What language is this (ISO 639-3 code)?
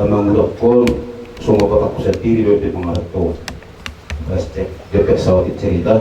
bbc